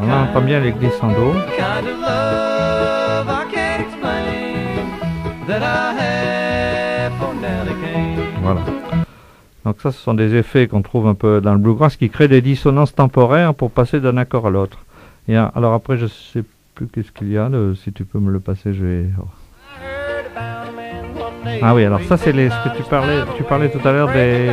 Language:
French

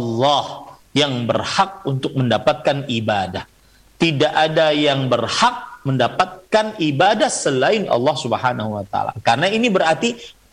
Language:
Indonesian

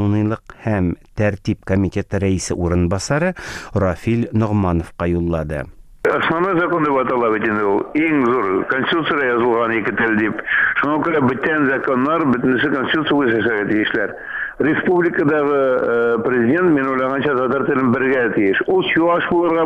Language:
Tatar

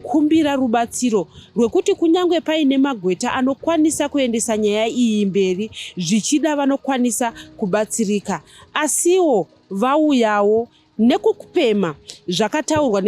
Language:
Shona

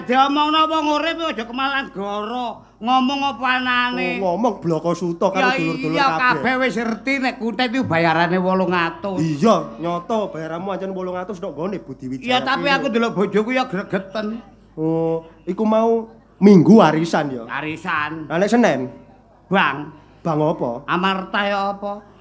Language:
Javanese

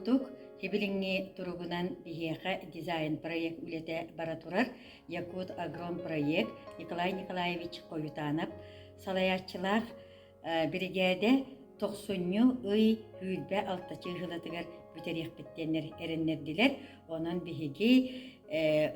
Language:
Yakut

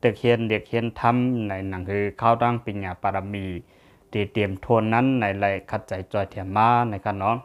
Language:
Lao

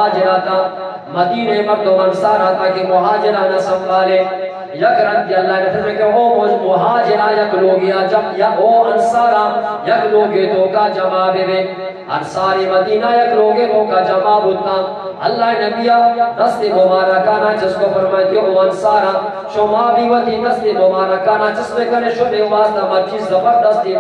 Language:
Eastern Balochi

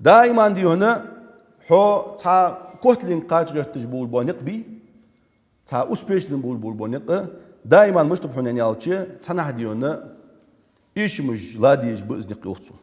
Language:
Ingush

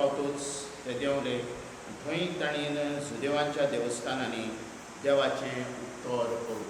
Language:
Konkani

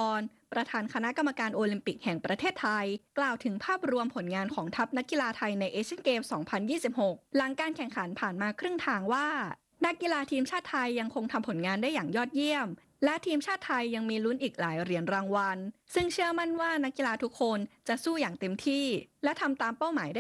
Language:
Thai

